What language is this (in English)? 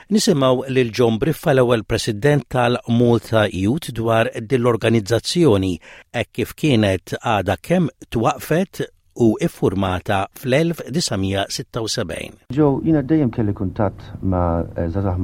Maltese